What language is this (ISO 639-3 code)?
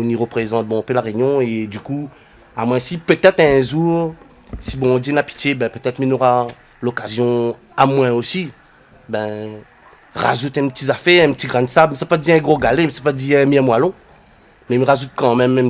rcf